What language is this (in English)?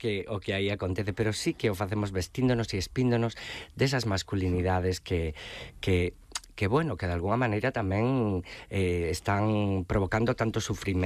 Galician